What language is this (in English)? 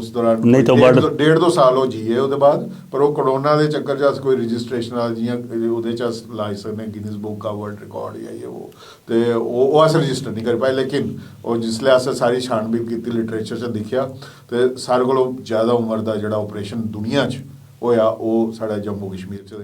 Dogri